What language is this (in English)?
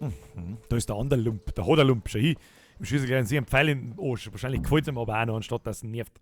Bavarian